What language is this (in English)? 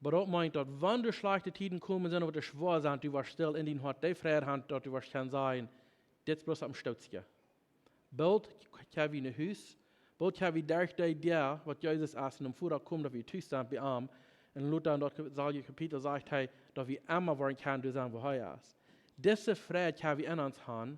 Plautdietsch